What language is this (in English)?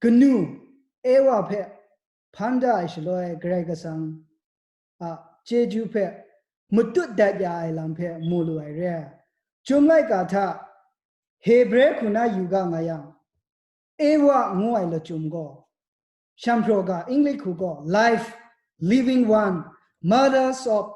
Kachin